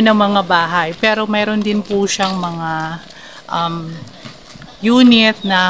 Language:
Filipino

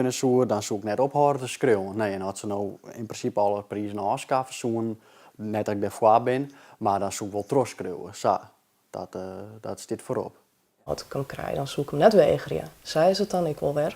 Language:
Western Frisian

